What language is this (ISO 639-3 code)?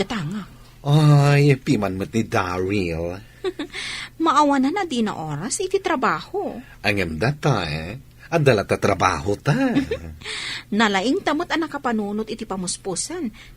ilo